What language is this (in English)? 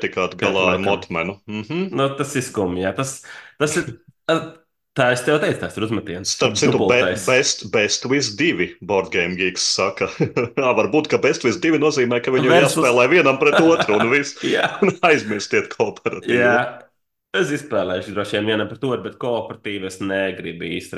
Latvian